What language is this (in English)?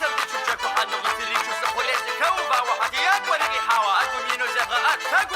Kabardian